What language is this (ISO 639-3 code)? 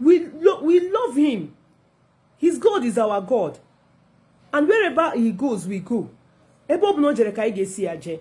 ibo